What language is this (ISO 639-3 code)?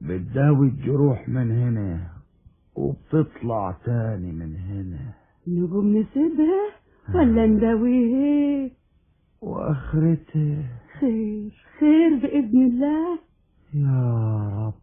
arz